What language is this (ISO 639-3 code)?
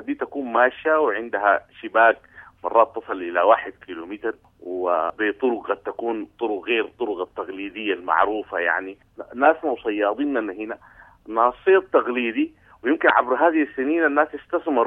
apd